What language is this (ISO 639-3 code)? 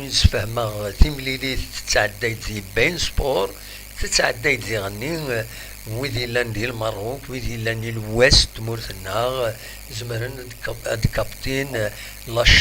kab